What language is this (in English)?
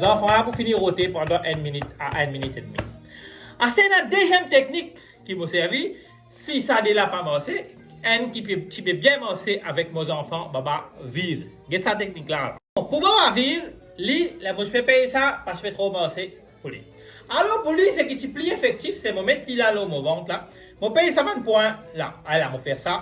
Morisyen